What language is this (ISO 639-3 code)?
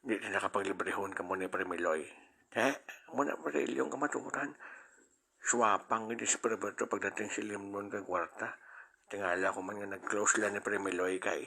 hil